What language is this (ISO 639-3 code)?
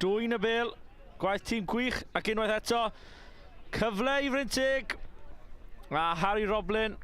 cym